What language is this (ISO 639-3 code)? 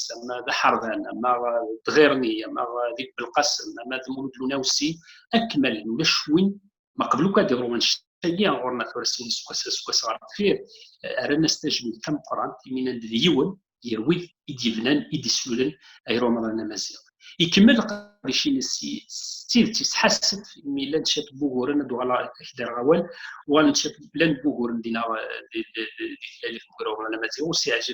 kab